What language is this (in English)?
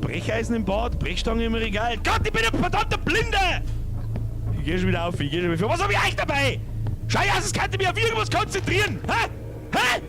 Bavarian